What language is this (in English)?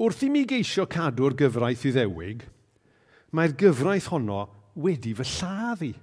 Welsh